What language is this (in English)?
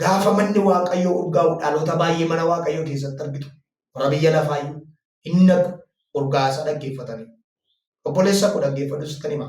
Oromo